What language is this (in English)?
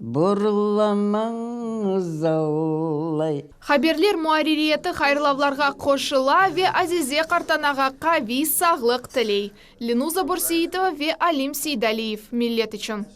Crimean Tatar